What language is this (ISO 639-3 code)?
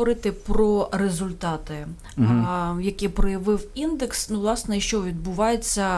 ukr